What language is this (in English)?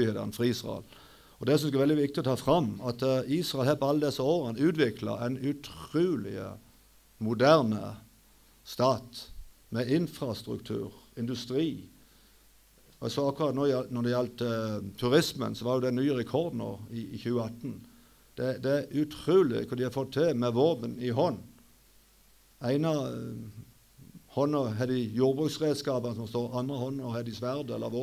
Norwegian